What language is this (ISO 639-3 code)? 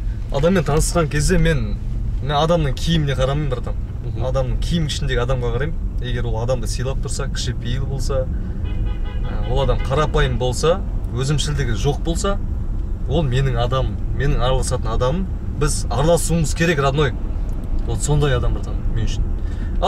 kaz